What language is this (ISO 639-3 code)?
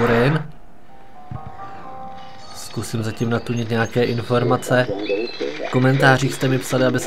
ces